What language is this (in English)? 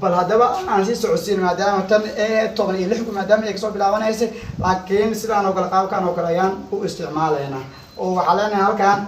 Somali